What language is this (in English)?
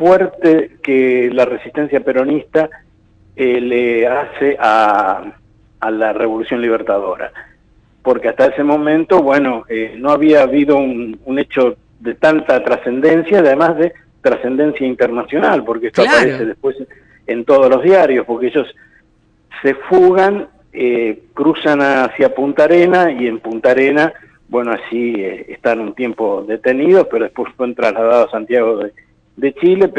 Spanish